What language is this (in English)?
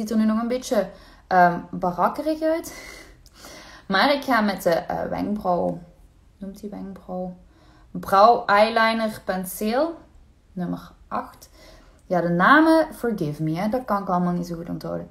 Dutch